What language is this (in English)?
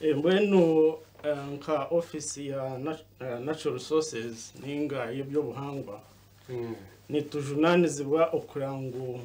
Nyankole